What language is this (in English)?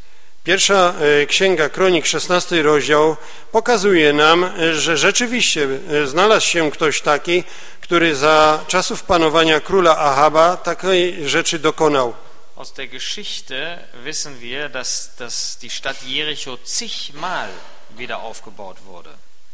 Polish